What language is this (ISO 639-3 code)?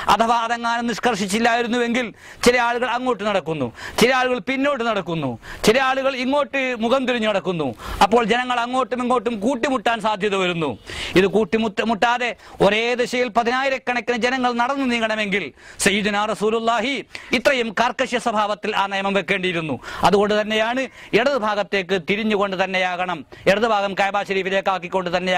mal